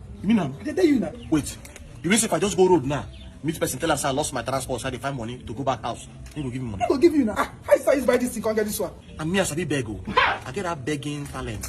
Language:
Nigerian Pidgin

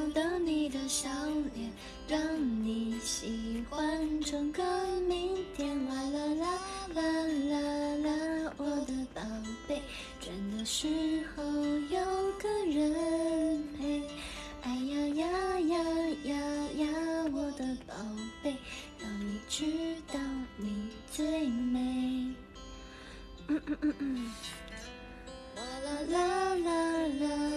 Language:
Chinese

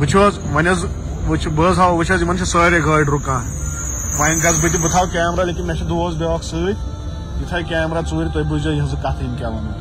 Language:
Kashmiri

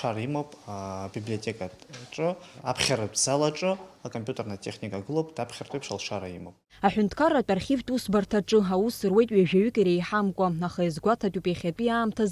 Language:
Abkhazian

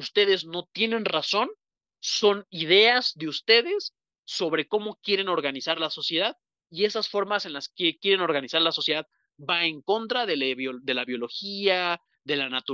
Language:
Spanish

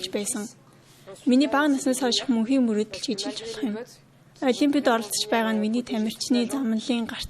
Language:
Mongolian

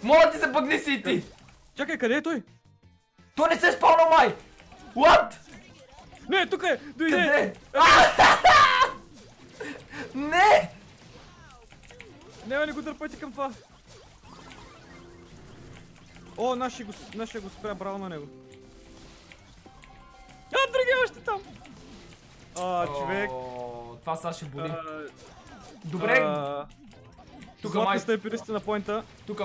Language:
Bulgarian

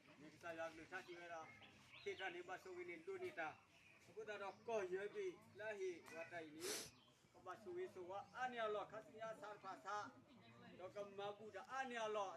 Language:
S'gaw Karen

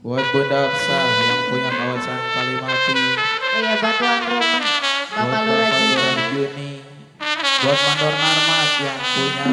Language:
Betawi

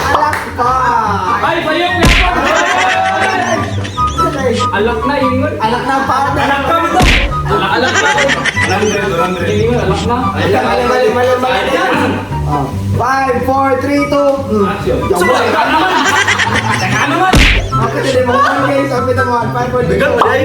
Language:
Cebuano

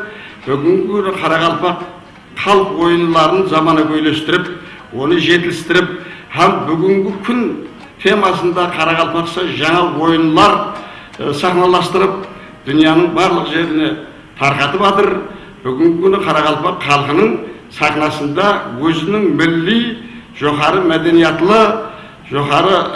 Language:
Kara-Kalpak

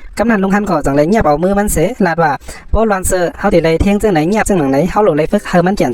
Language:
Shan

